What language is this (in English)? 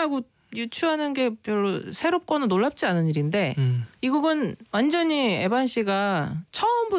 Korean